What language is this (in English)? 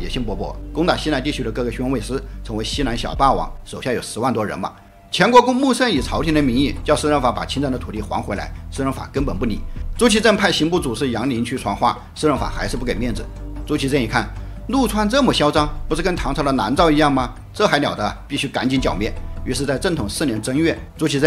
Chinese